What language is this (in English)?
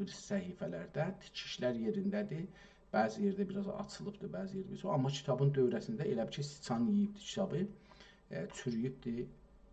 South Azerbaijani